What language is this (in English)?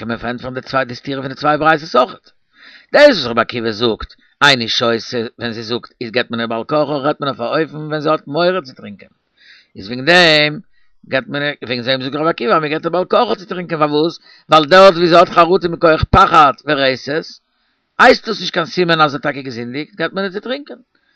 Yiddish